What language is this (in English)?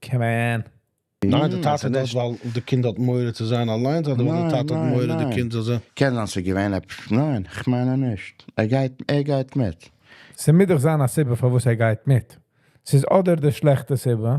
Yiddish